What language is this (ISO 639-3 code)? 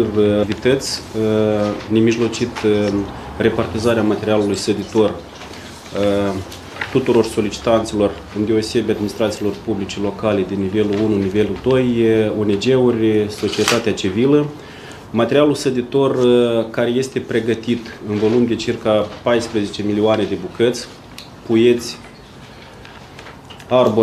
ron